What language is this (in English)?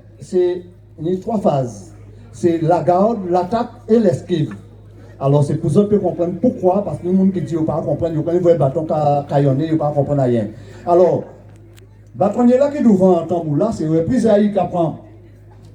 Guadeloupean Creole French